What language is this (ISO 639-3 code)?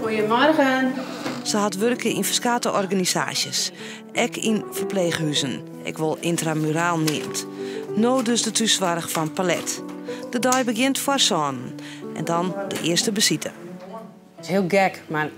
fry